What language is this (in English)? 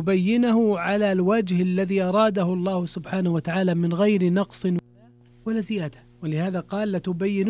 Arabic